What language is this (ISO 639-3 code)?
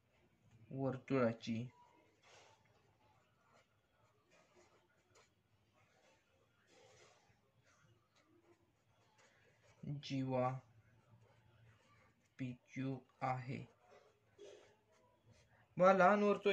mar